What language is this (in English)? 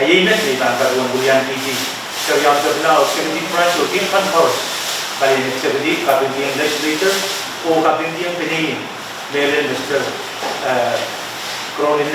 Pohnpeian